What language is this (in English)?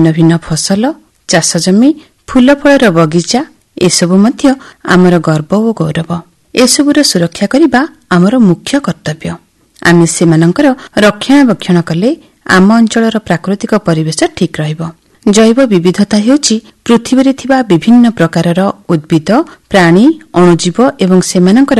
Odia